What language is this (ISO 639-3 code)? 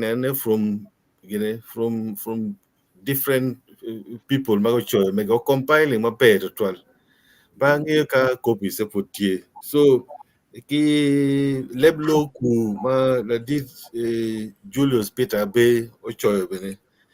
ach